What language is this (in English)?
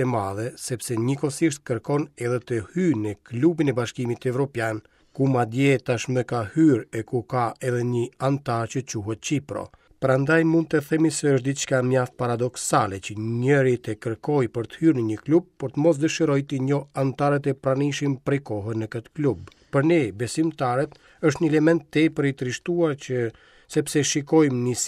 Albanian